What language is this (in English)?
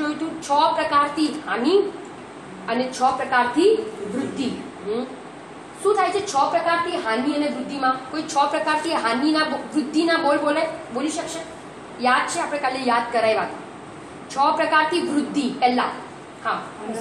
Gujarati